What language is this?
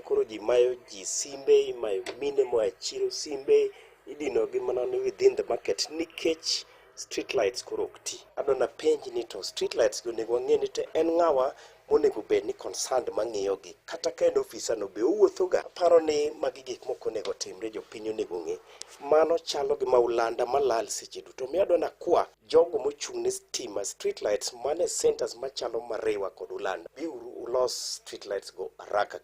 Luo (Kenya and Tanzania)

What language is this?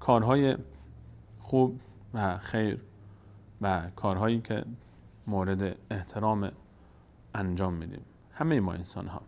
Persian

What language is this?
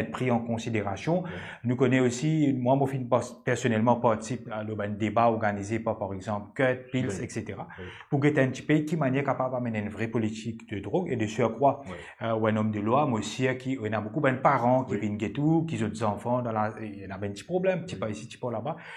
Morisyen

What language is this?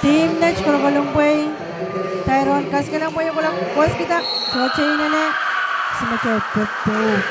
Pohnpeian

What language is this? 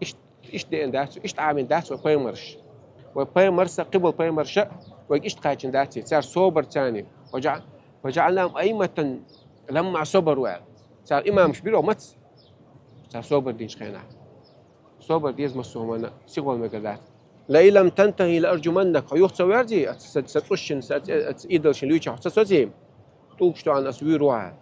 Chechen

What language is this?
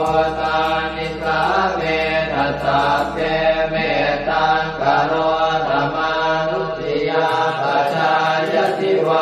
Pali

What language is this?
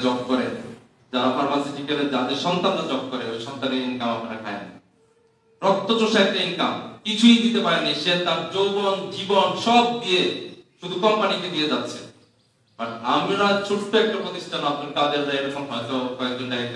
Bangla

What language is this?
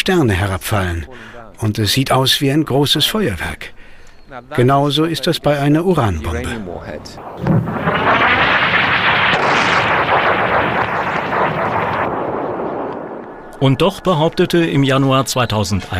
German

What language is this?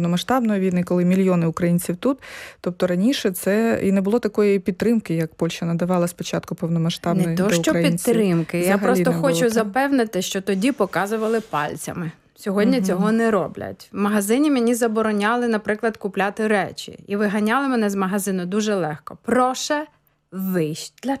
Ukrainian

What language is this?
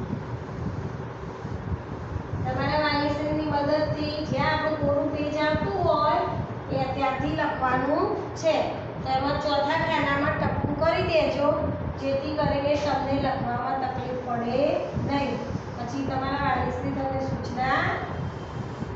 Gujarati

